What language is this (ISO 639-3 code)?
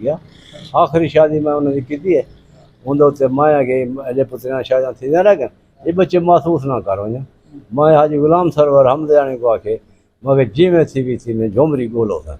skr